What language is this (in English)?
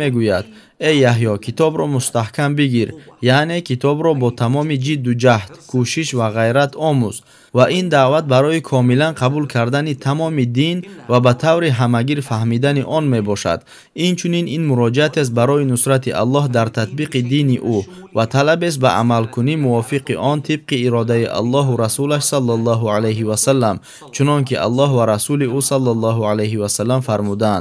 Tajik